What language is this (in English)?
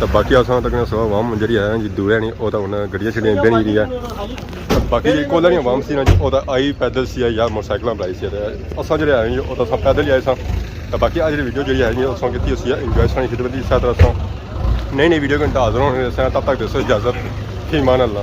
Pahari-Potwari